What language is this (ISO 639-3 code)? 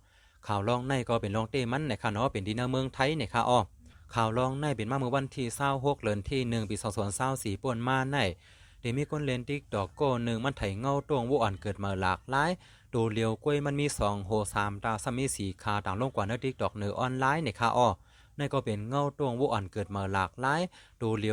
shn